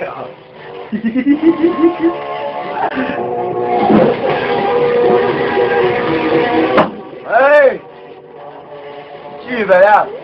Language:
Poumei Naga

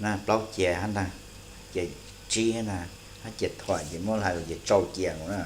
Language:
Hmong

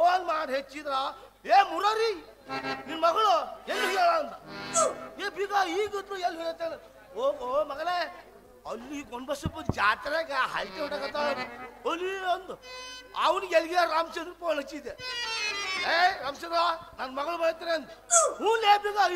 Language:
Kannada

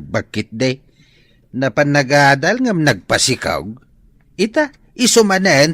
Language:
Iloko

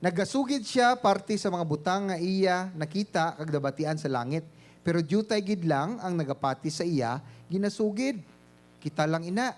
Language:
Hiligaynon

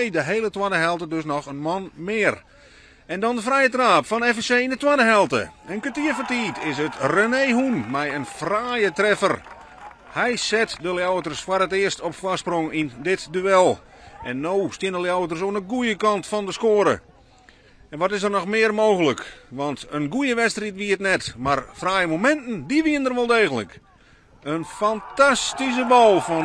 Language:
Western Frisian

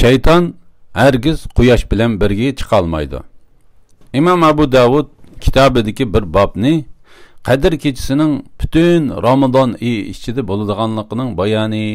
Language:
Uyghur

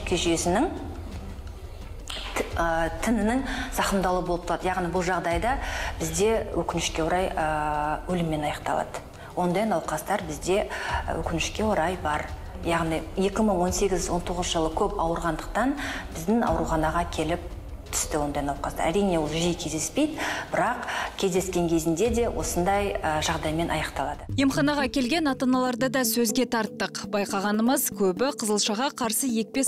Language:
Kazakh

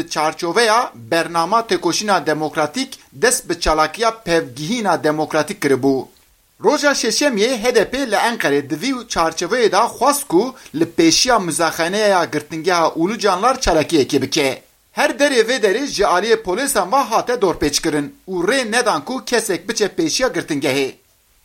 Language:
Kurdish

